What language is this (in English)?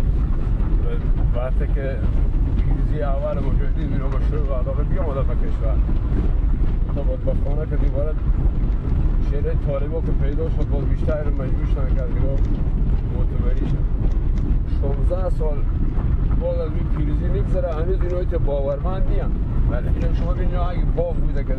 Persian